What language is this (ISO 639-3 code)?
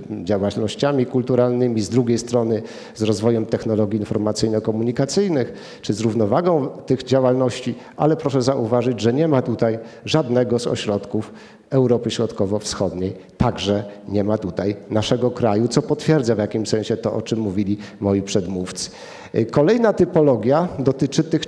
pol